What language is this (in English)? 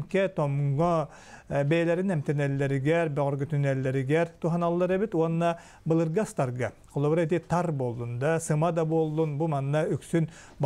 Yakut